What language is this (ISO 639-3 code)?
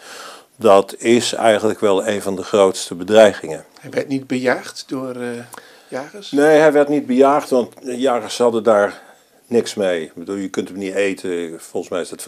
nld